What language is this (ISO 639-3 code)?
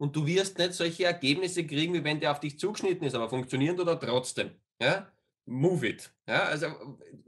deu